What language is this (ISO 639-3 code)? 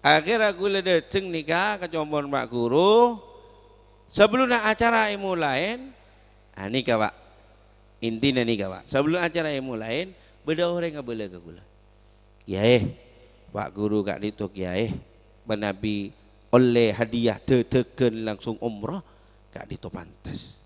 mad